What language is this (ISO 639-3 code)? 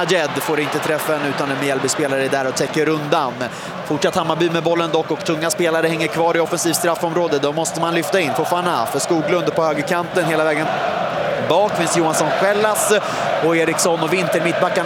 swe